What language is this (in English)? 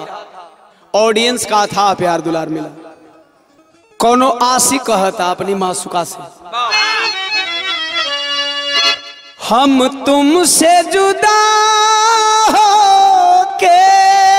Bhojpuri